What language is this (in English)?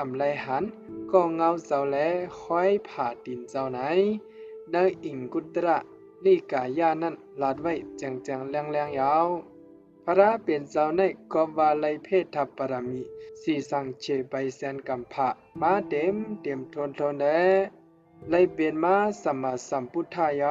Shan